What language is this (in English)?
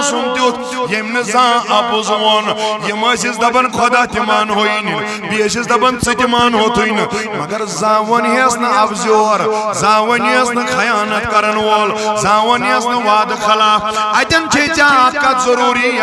Kashmiri